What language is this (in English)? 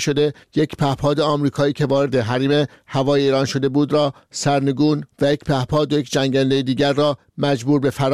Persian